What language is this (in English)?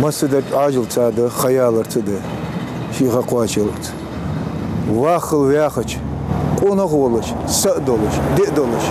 Ingush